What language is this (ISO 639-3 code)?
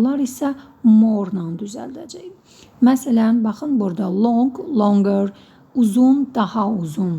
aze